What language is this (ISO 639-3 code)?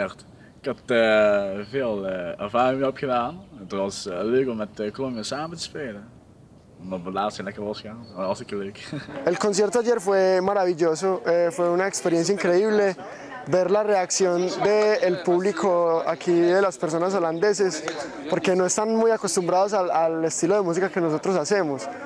nld